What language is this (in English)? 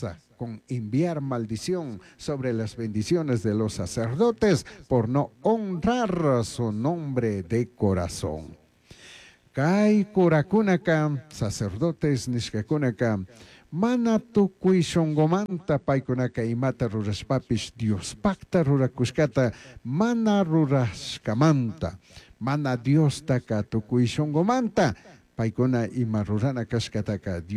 Chimborazo Highland Quichua